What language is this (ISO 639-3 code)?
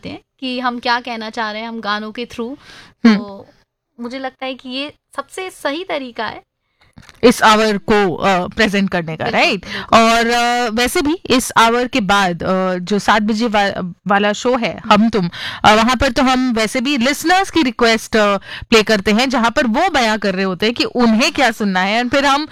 hin